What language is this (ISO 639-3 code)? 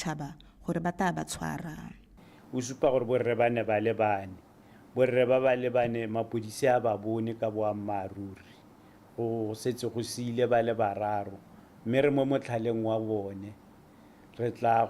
tsn